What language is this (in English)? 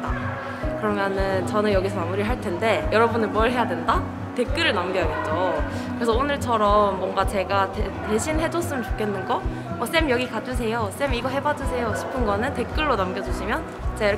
Korean